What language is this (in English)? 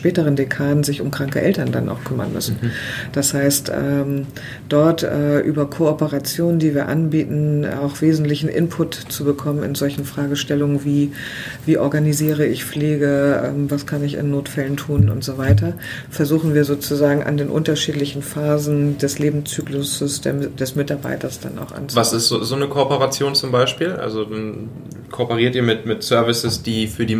German